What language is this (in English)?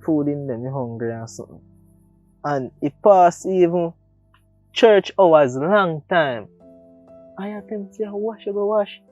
Jamaican Creole English